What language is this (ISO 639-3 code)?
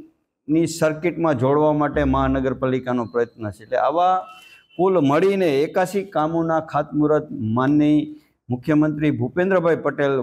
guj